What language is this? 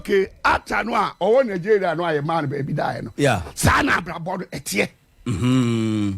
Akan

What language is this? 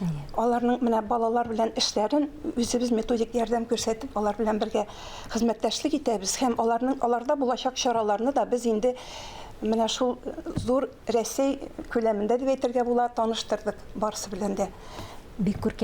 Tatar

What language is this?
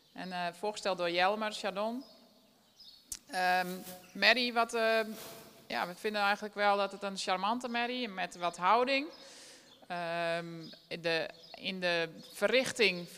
Dutch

